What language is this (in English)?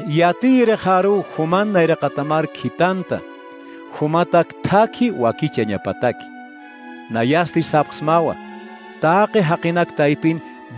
Aymara